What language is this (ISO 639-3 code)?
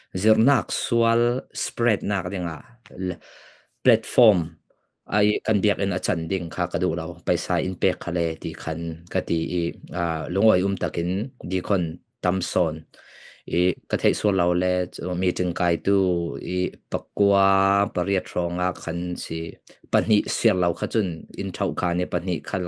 cfm